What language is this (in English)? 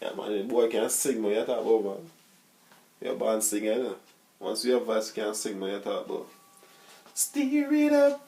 Jamaican Creole English